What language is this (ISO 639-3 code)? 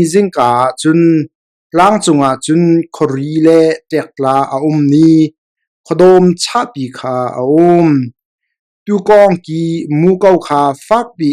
cnh